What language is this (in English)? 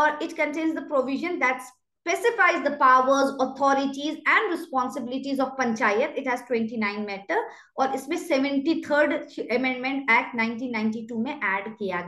Hindi